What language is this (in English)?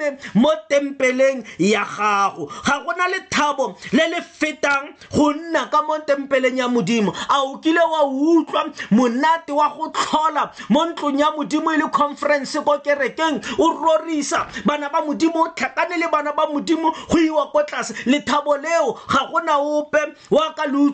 Tswana